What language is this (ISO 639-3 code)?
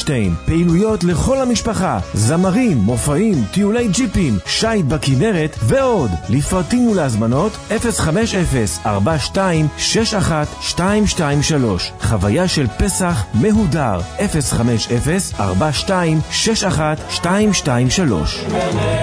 heb